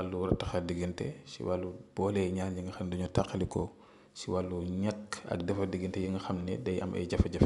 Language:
Wolof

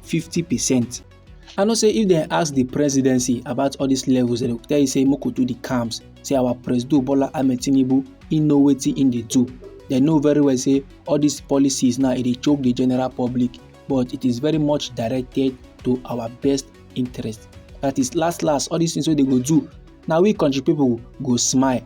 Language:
Nigerian Pidgin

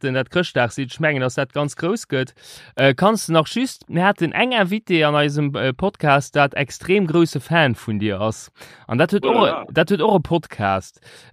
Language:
Luxembourgish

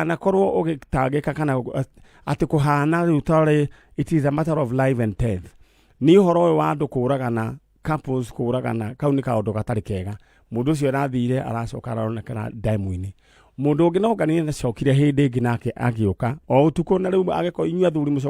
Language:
Kikuyu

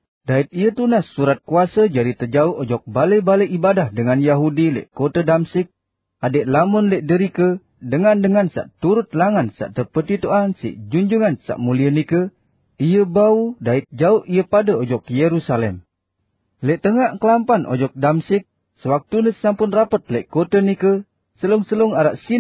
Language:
Sasak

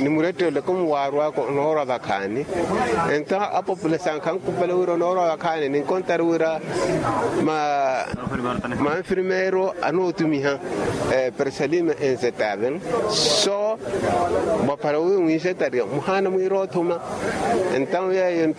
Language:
Makhuwa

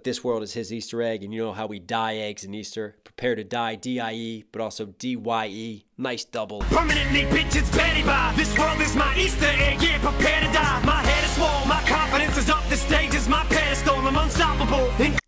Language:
English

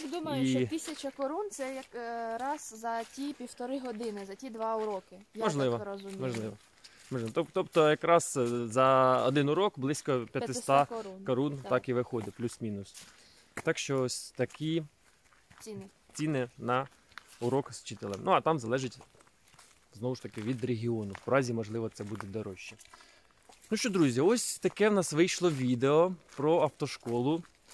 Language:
Ukrainian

